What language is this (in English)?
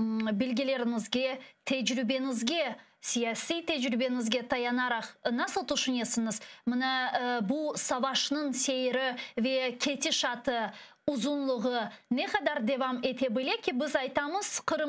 Crimean Tatar